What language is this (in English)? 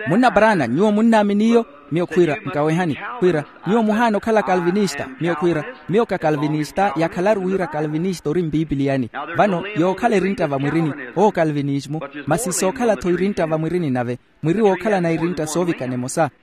Makhuwa